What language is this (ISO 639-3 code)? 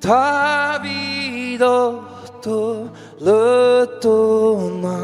fao